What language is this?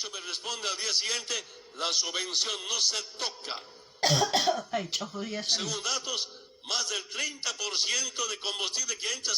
South Bolivian Quechua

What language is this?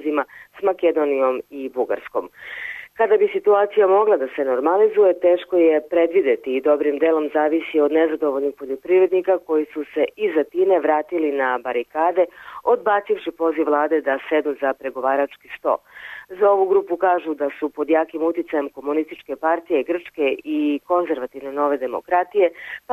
Serbian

